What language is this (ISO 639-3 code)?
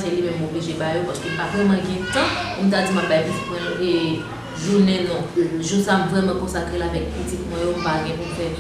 hat